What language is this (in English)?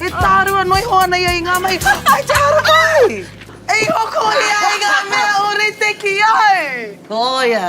Māori